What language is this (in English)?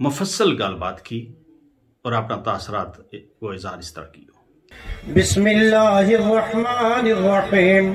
Gujari